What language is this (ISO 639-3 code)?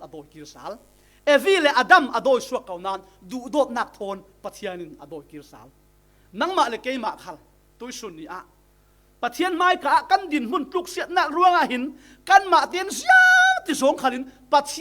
cfm